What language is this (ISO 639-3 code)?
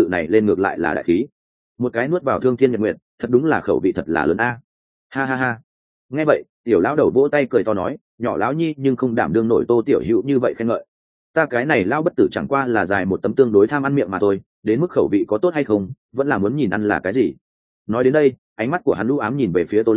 vie